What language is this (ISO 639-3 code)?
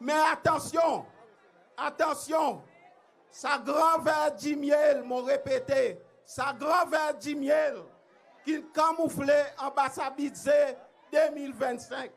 crs